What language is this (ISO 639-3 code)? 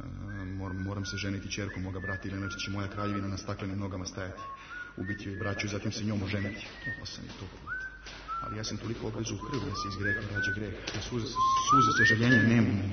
srp